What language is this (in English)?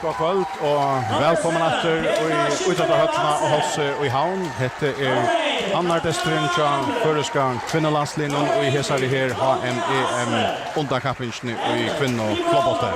Faroese